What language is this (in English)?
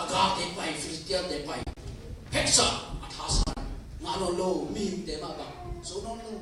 Tedim Chin